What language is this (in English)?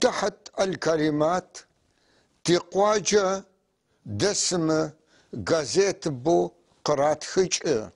North Levantine Arabic